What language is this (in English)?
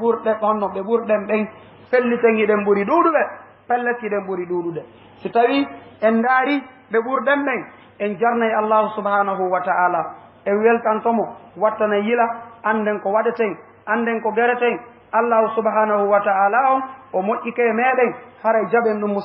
Fula